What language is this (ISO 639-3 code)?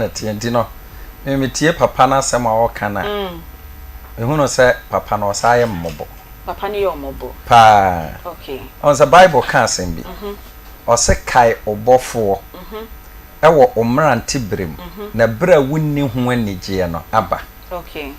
aka